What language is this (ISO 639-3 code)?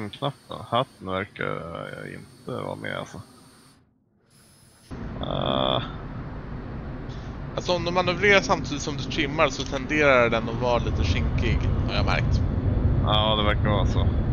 swe